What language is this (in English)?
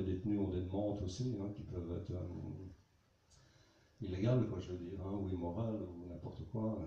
French